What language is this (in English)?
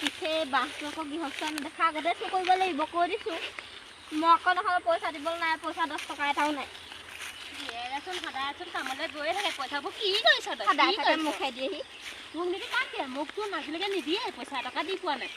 Assamese